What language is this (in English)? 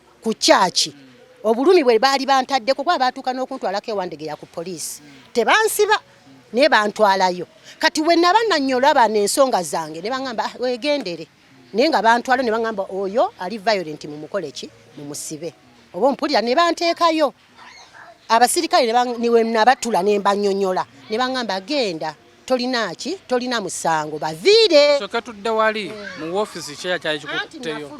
Ganda